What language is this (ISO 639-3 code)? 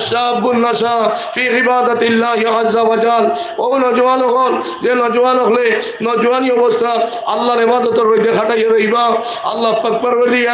syl